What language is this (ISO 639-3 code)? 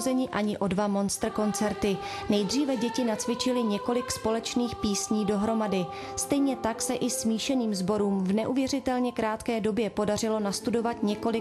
ces